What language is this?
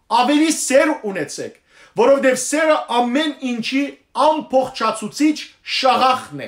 Western Armenian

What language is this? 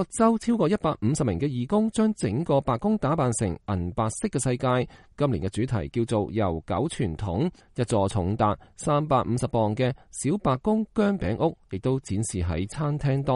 Cantonese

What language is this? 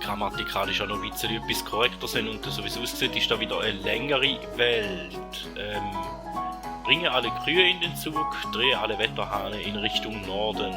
Swiss German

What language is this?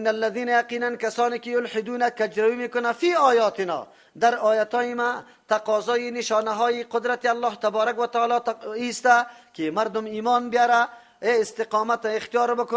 Persian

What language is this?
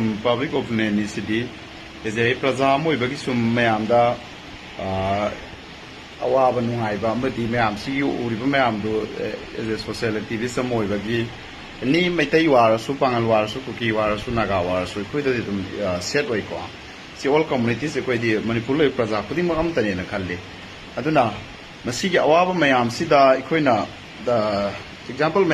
Manipuri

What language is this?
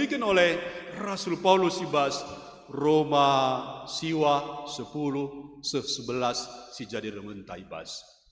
Batak Karo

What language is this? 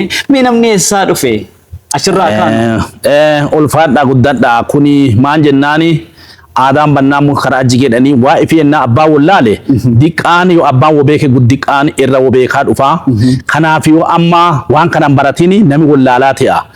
Oromo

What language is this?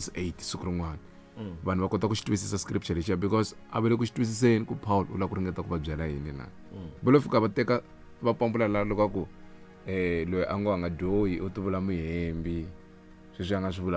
Tsonga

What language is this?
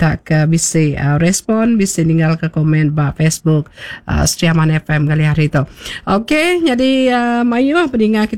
Iban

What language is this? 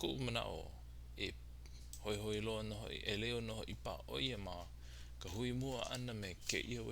Hawaiian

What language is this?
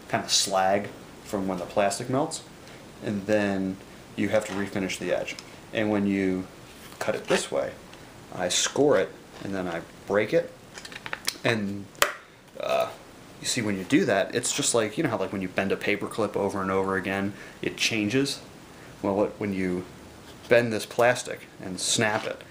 English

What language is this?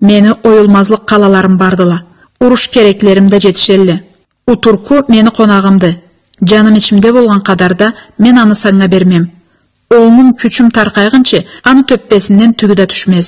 Karachay-Balkar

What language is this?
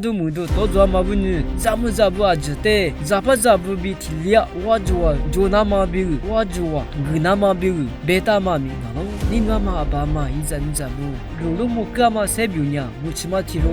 Lisu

